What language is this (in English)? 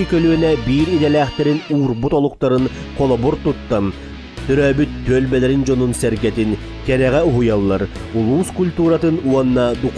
Yakut